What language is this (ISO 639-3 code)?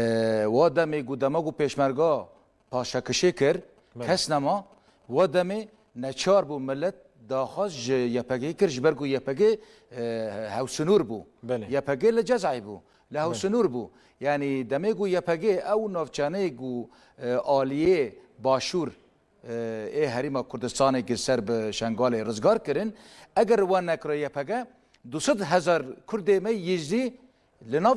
kur